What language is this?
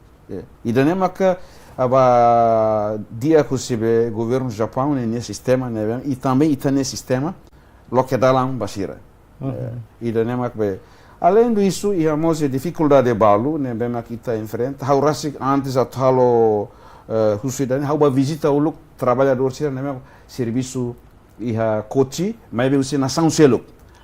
Tetum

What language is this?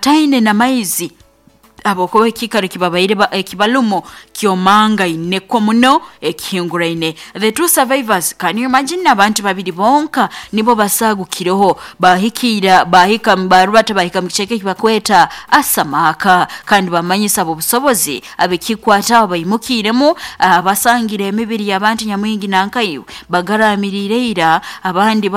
Nyoro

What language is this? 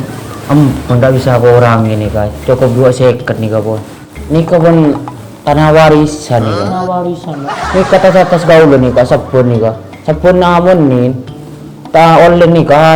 Madurese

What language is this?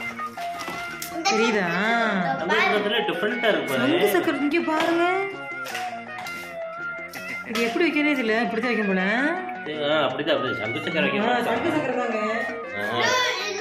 Tamil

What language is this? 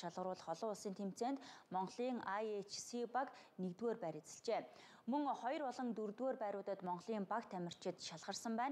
Mongolian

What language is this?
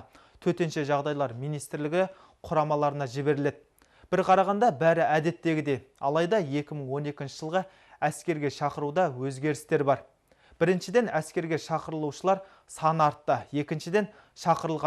Kazakh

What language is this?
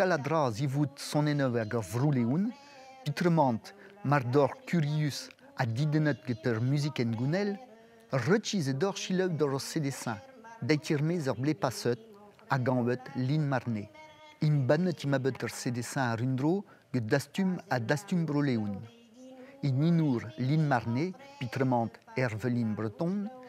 Breton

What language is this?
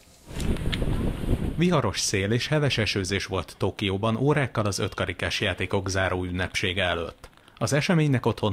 Hungarian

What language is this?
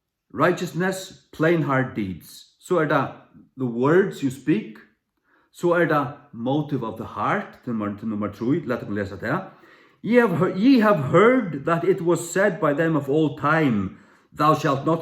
Faroese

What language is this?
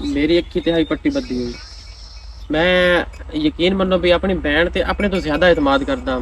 Western Panjabi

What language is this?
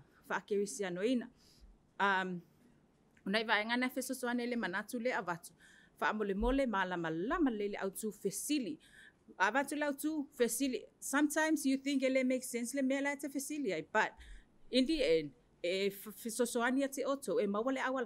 Samoan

